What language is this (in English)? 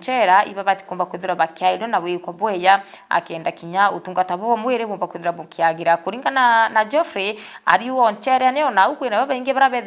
Meru